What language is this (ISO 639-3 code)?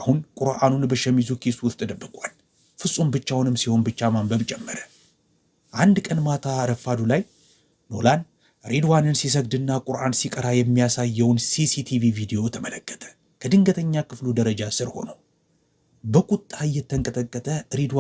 amh